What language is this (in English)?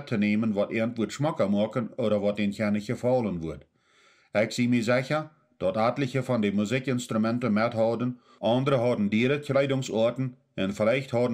Plautdietsch